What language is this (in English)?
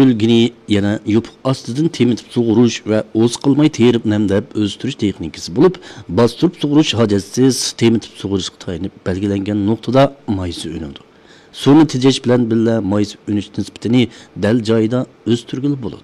Uyghur